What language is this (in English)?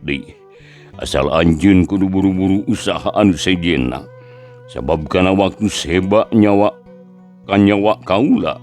Sundanese